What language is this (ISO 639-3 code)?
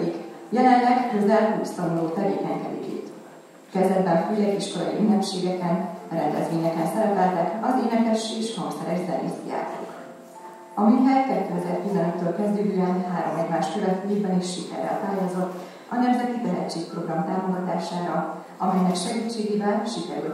hun